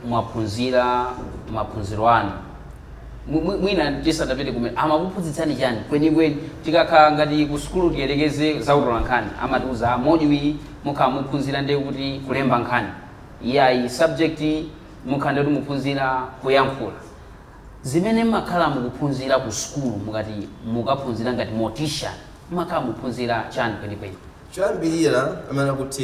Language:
Nyanja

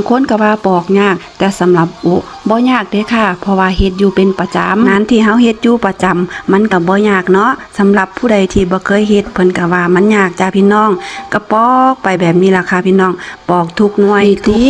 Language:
Northeastern Thai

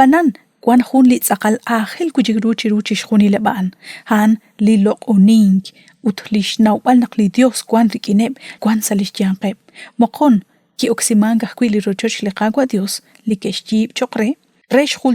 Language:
Kekchí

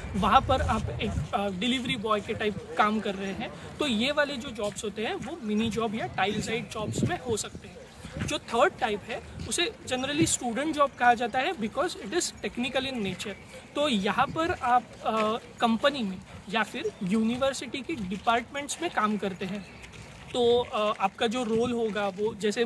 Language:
Hindi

